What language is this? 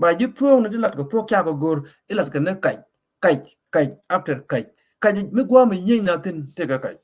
Nuer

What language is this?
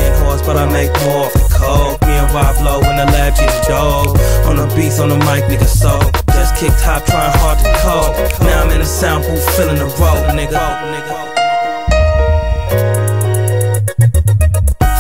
English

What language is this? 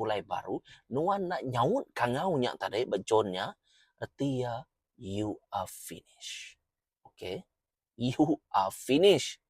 Iban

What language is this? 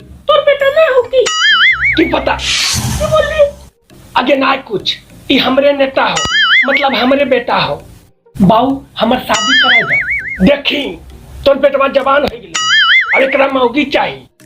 Magahi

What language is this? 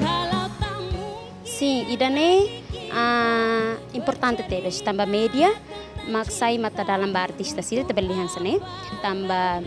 Tetum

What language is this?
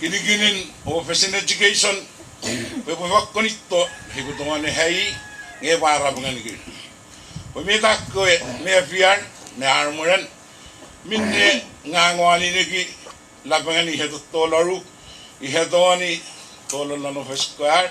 Puluwatese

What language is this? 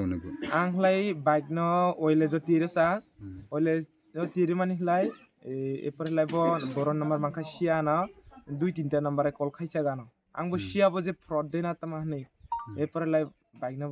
Kok Borok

